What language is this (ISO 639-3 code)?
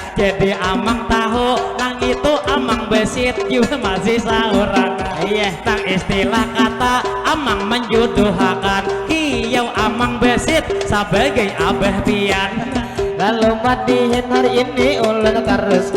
bjn